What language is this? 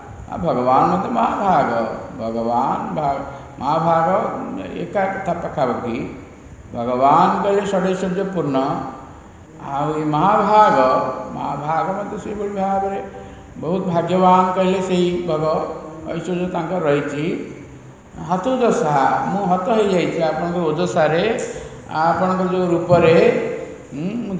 Odia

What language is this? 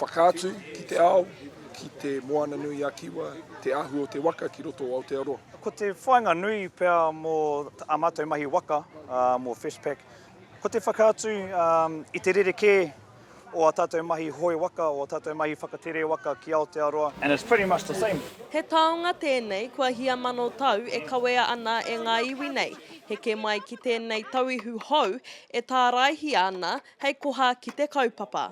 Māori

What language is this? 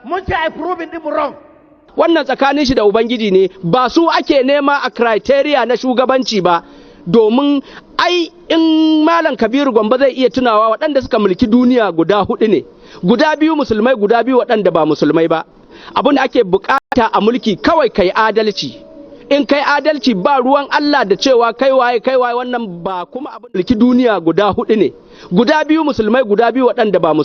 Hausa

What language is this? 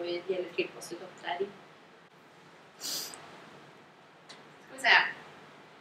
Norwegian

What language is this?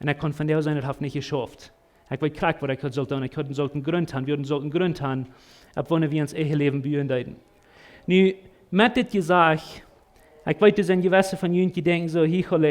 Plautdietsch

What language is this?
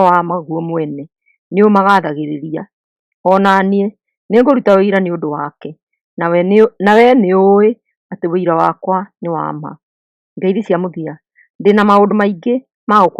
Kikuyu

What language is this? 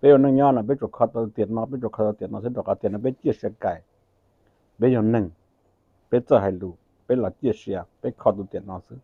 Hmong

